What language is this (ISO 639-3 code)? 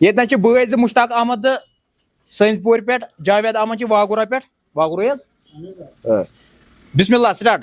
kas